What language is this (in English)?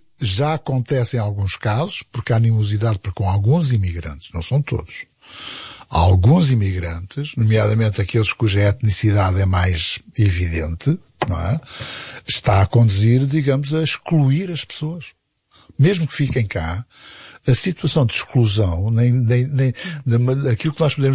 Portuguese